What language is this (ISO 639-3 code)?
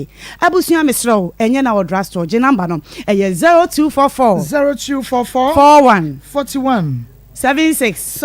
aka